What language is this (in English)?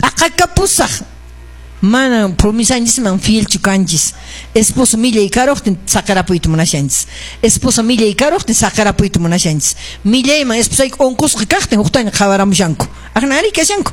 Quechua